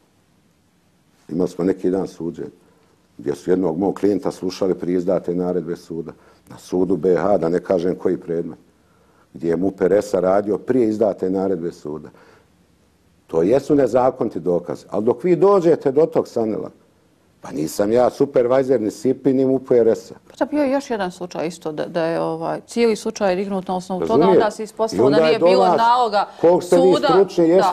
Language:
Bosnian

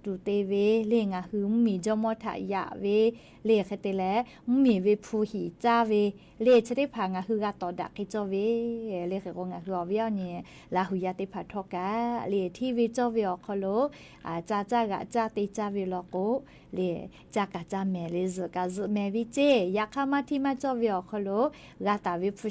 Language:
Lahu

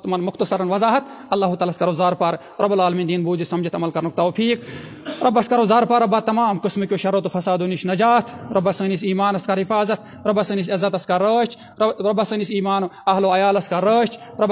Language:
Kashmiri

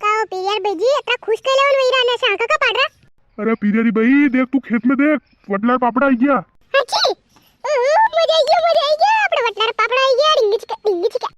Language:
Rajasthani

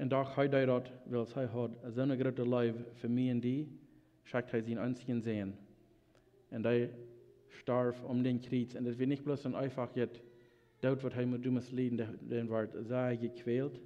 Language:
Plautdietsch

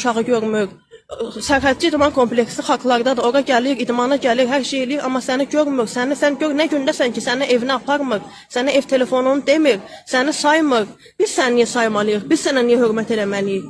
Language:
Azerbaijani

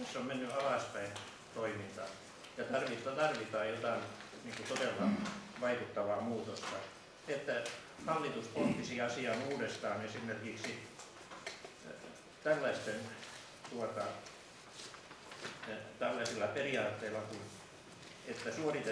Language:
Finnish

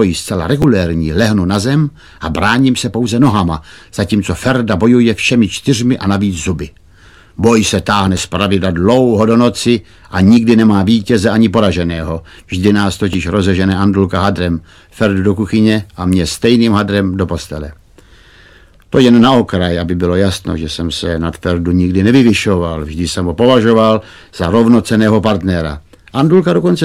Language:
Czech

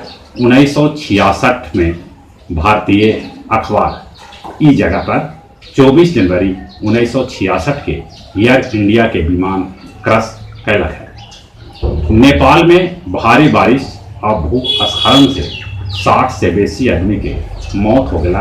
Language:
Magahi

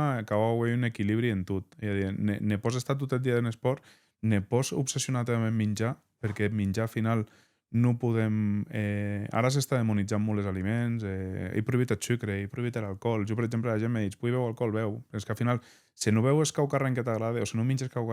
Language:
Occitan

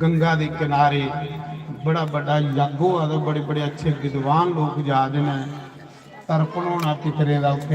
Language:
Dogri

